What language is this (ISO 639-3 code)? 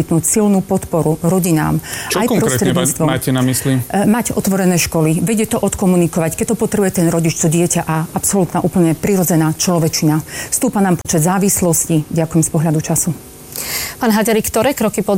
slk